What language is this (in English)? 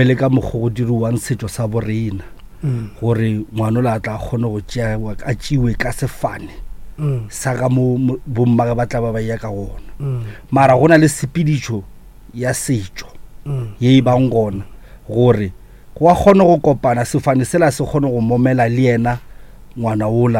Northern Sotho